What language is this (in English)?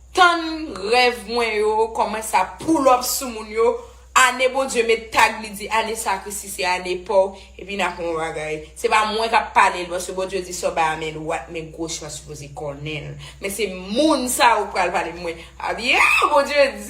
Haitian Creole